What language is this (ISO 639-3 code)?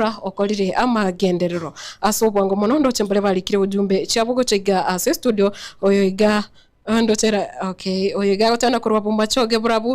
guz